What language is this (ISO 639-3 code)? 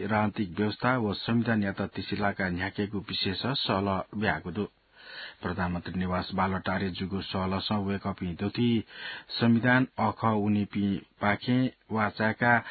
new